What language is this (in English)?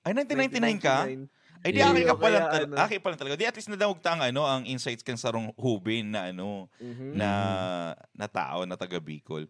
Bikol